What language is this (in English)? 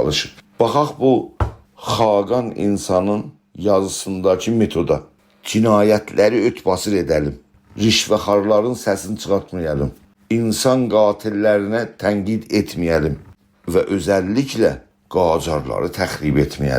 South Azerbaijani